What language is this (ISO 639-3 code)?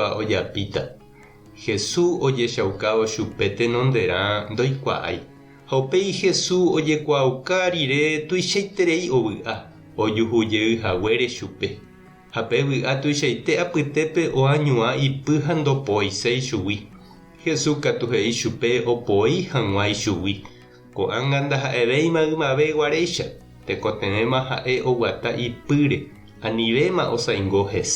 grn